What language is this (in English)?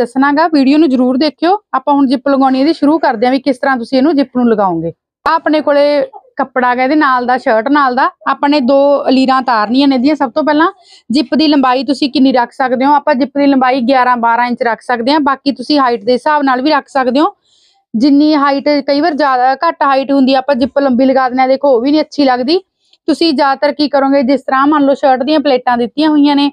Punjabi